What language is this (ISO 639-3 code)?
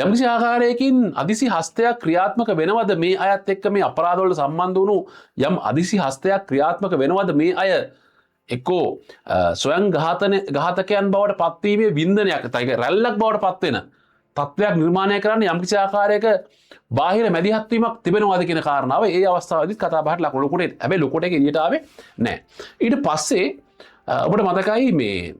sin